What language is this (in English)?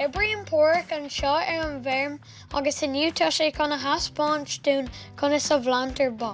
Irish